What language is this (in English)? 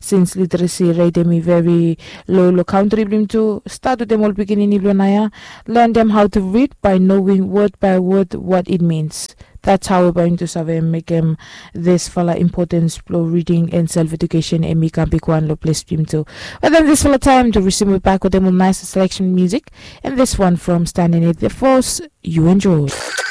Bislama